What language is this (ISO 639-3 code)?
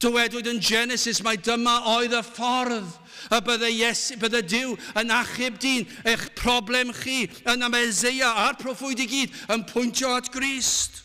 cym